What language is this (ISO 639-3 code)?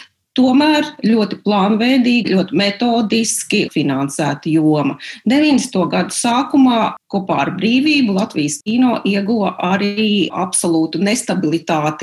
lav